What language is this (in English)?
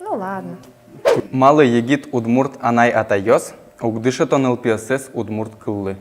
Udmurt